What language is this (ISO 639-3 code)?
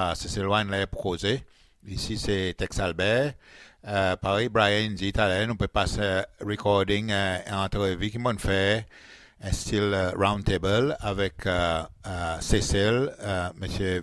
crs